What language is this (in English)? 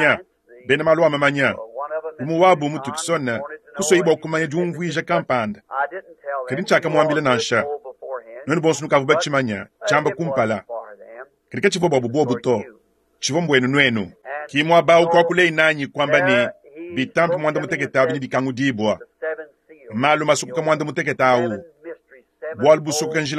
Luba-Lulua